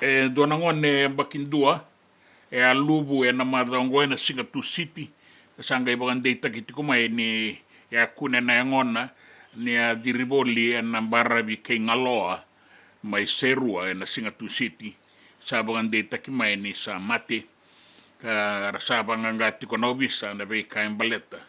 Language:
Fijian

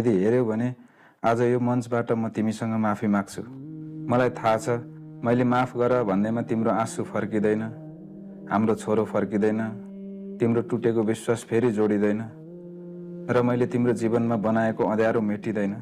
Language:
Nepali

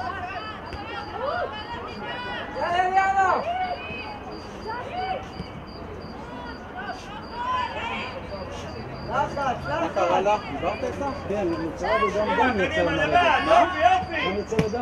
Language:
Hebrew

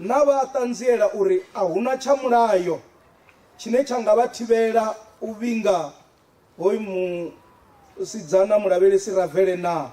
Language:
Venda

